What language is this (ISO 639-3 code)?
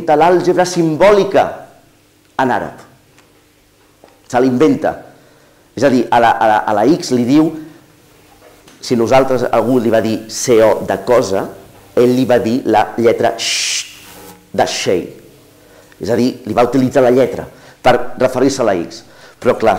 cat